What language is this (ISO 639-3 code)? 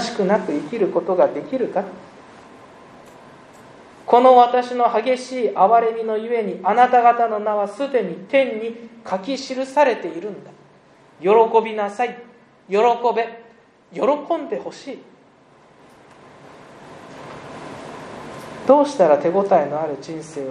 jpn